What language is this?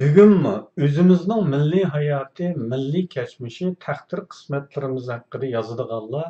Uyghur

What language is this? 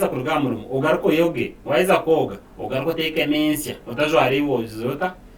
Nyankole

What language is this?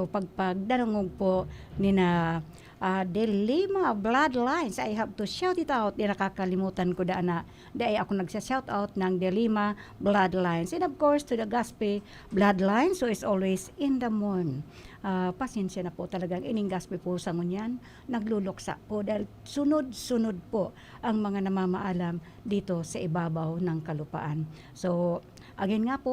Bikol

